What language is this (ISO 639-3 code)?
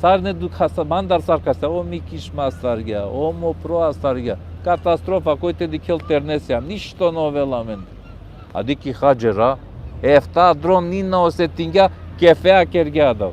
rmn